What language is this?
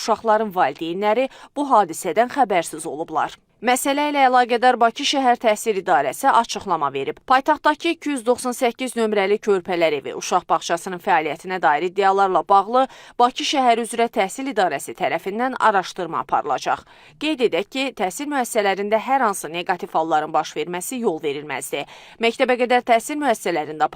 Azerbaijani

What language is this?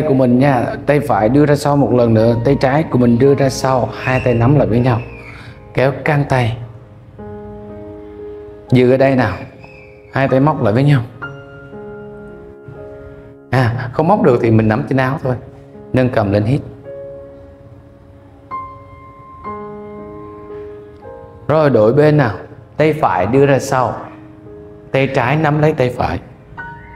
Vietnamese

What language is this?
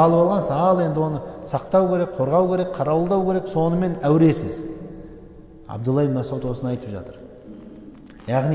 Kazakh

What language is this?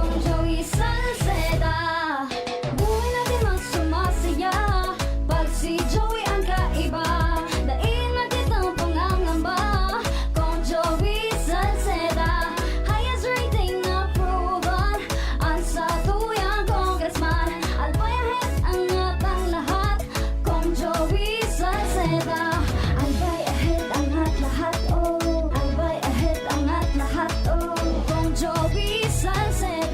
Bikol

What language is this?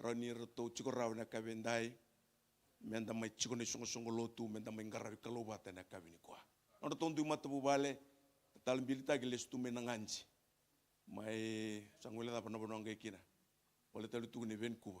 Fijian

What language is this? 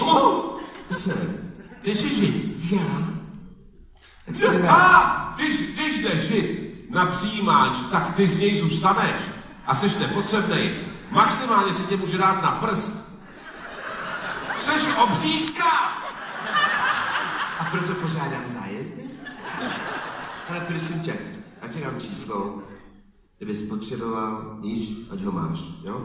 Czech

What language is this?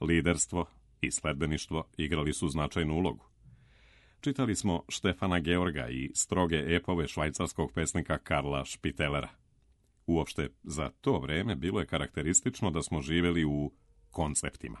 Serbian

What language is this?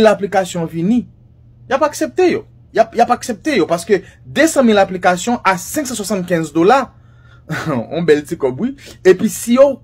Haitian Creole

